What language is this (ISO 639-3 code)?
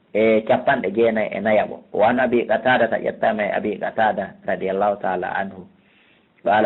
ful